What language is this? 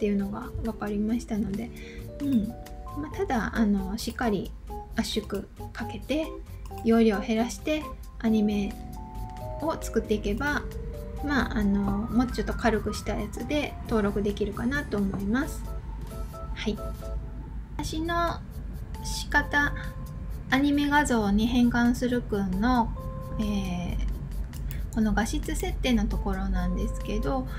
Japanese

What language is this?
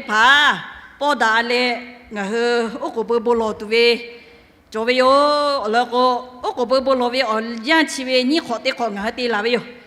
Lahu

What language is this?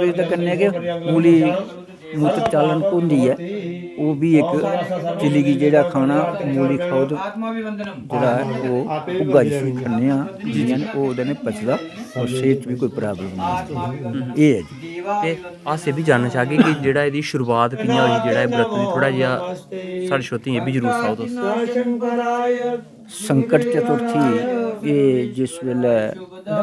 Dogri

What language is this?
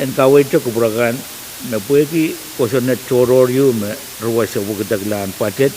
Pohnpeian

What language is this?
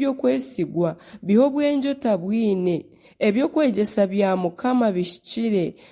Nyankole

